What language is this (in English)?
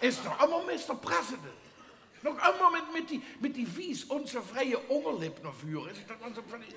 Limburgish